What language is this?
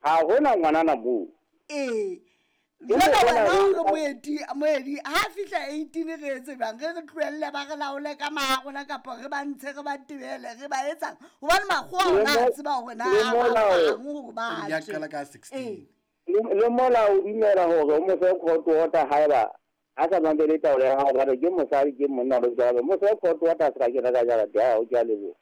Southern Sotho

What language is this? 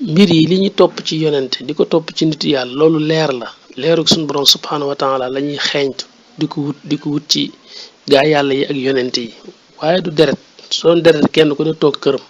Wolof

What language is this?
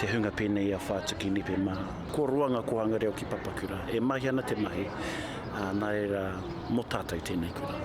Māori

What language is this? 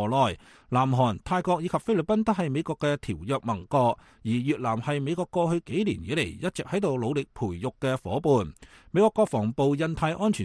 Cantonese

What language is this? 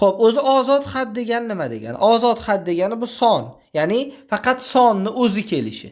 Uzbek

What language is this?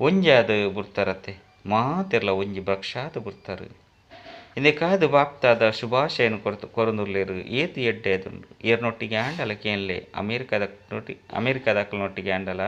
Tulu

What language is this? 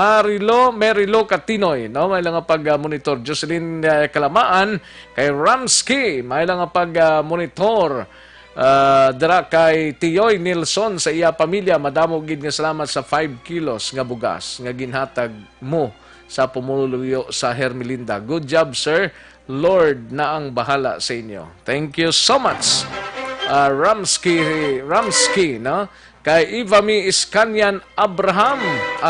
Hiligaynon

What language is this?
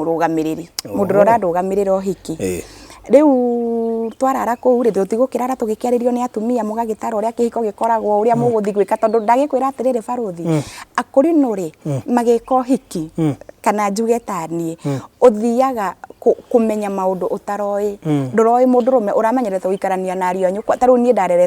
Kikuyu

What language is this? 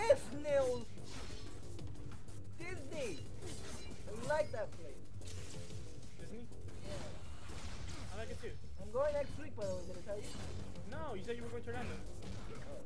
English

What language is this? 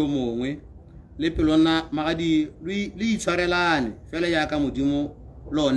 Tswana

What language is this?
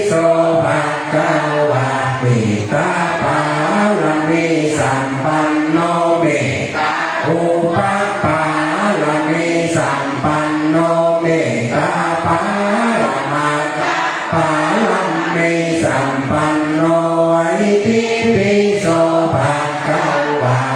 Pali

